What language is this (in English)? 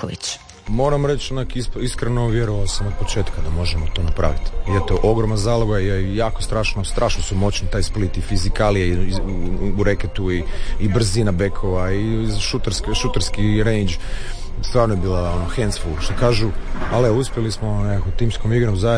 Croatian